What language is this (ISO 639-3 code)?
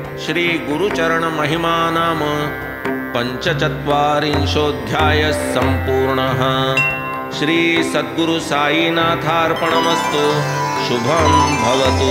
mar